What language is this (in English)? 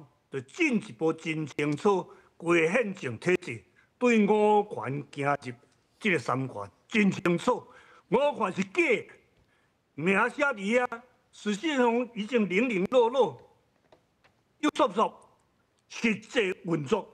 Min Nan Chinese